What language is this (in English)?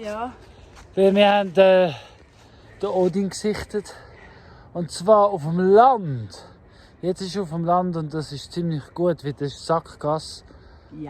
Swiss German